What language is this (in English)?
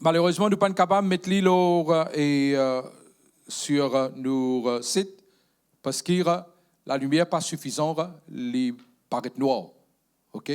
Morisyen